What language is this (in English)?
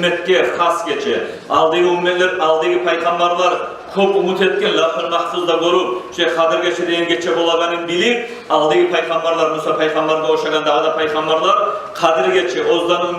Kumyk